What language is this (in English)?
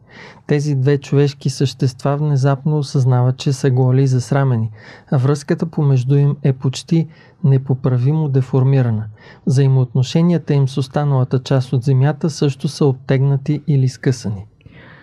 Bulgarian